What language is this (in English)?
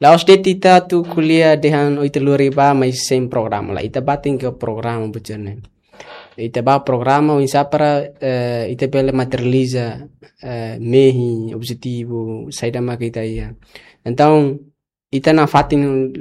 Tetum